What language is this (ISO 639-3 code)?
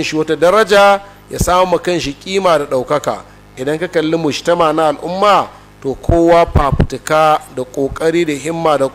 hau